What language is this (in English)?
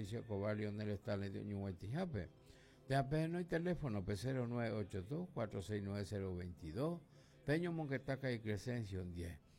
Guarani